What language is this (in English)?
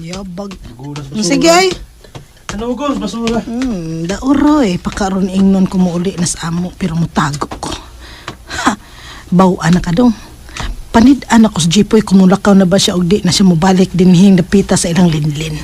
Cebuano